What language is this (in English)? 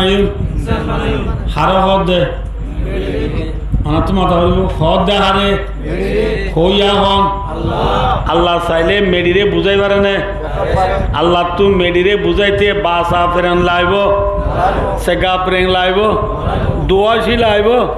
Rohingya